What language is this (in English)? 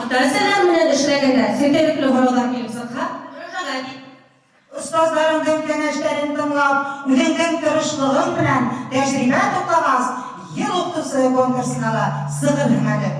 Bashkir